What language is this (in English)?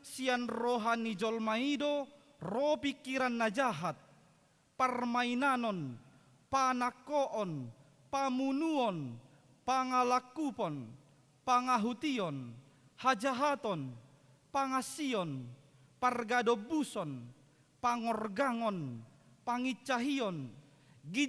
Batak Toba